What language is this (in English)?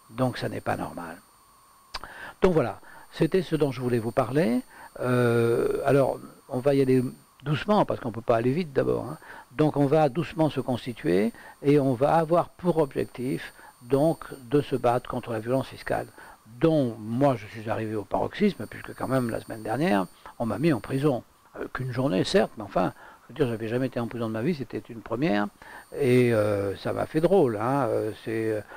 French